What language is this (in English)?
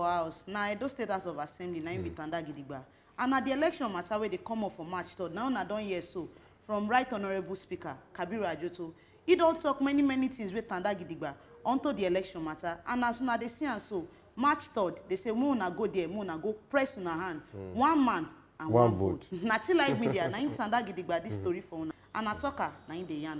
Nigerian Pidgin